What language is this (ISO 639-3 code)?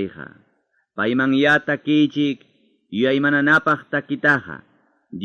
quy